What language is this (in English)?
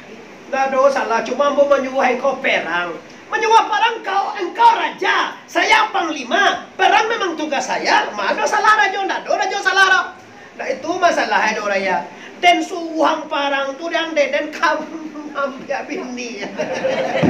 Minangkabau